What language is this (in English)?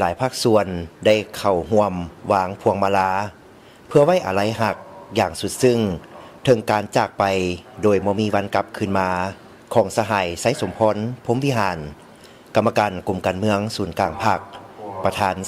Lao